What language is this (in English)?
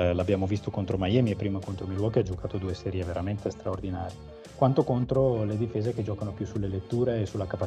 Italian